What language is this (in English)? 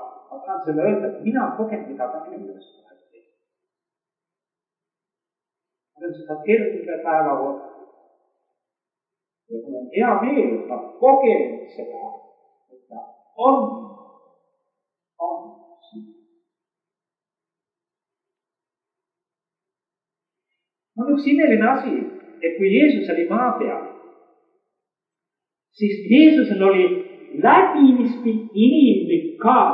Estonian